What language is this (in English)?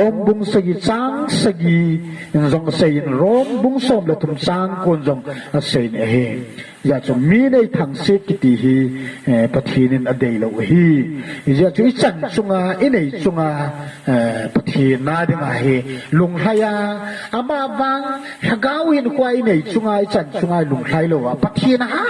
Thado Chin